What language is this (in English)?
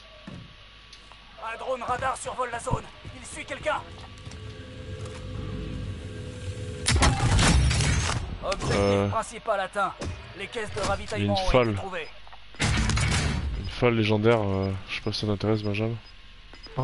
French